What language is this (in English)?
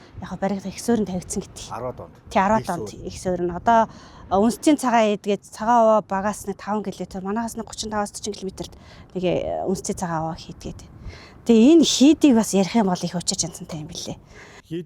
Mongolian